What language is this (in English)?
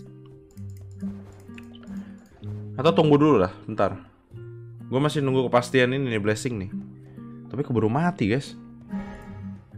Indonesian